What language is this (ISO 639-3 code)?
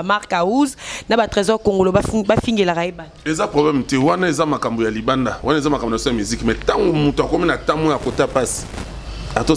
lin